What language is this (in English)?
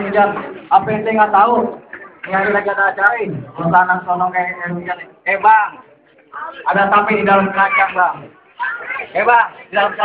Betawi